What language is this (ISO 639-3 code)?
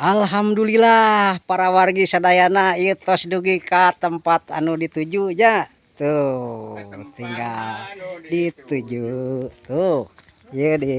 sun